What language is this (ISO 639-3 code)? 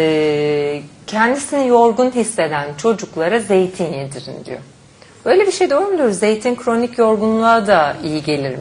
tur